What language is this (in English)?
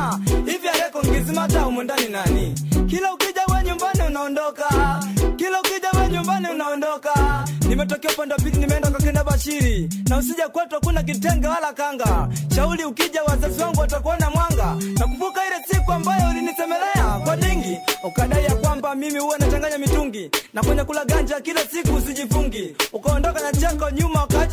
Swahili